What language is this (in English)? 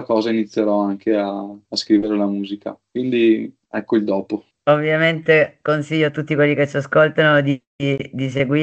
Italian